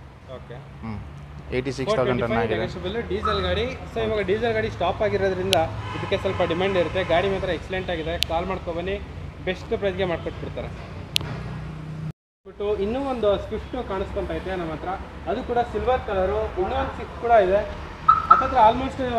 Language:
Kannada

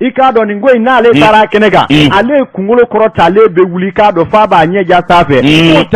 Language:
Bambara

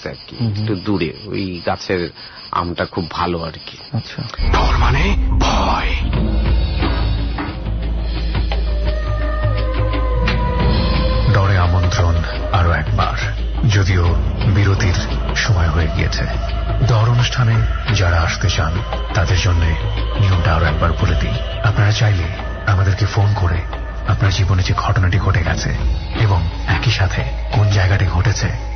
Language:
Bangla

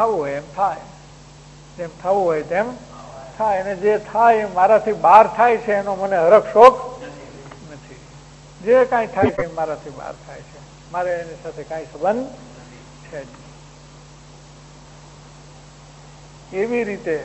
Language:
Gujarati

